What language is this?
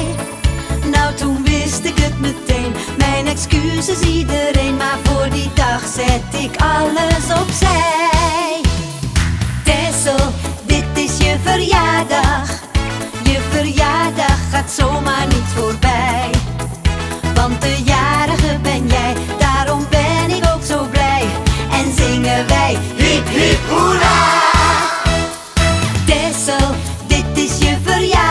Dutch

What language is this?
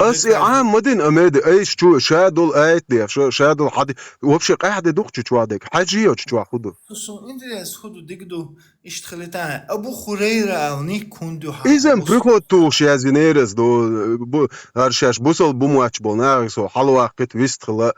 Chechen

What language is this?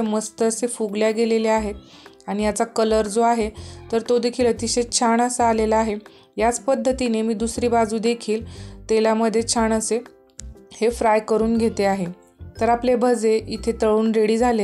Marathi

